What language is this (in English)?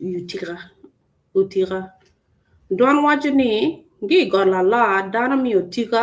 Acoli